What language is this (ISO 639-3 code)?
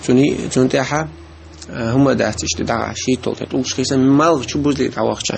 che